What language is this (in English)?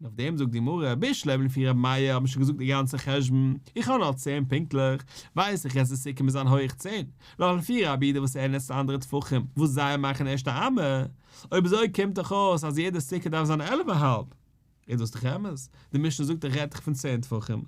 Yiddish